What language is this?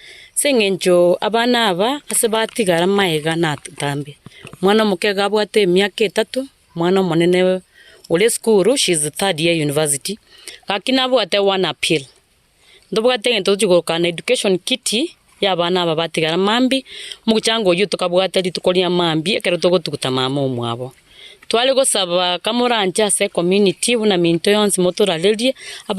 Gusii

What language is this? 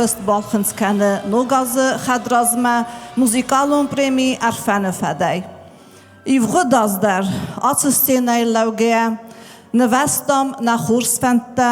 Ossetic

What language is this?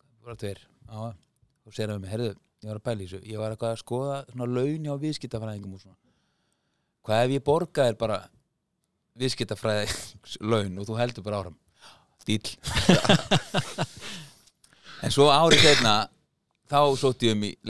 Icelandic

